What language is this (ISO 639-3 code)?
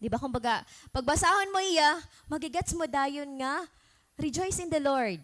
war